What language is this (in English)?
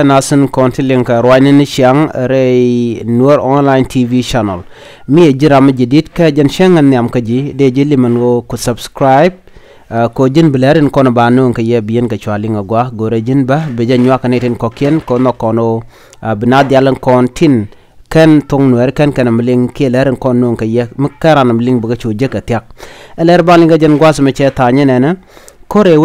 Nuer